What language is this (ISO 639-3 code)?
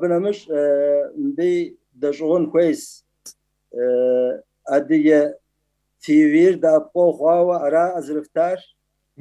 kbd